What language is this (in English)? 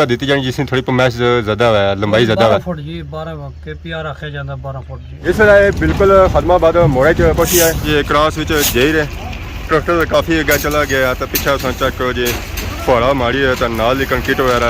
Pahari-Potwari